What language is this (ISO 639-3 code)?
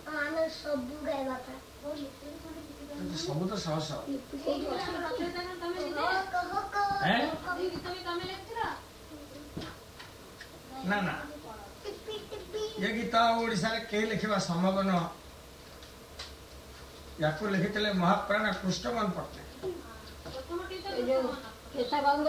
ori